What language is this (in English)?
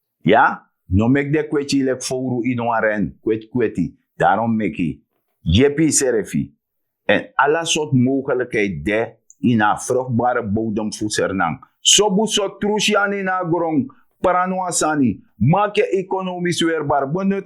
Sranan Tongo